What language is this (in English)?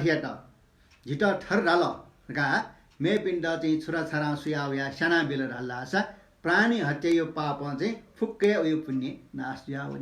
Newari